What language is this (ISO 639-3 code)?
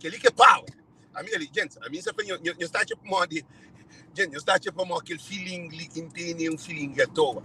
kea